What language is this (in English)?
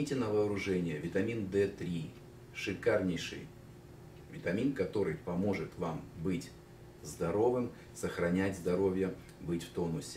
Russian